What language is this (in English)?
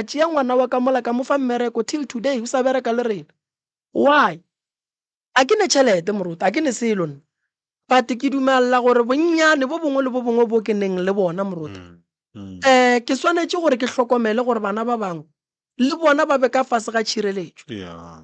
Northern Sotho